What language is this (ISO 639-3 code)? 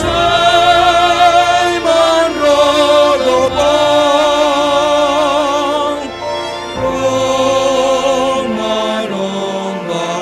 bts